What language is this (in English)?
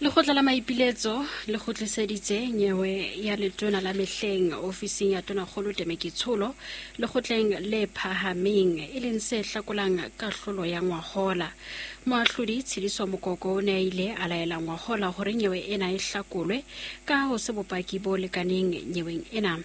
Southern Sotho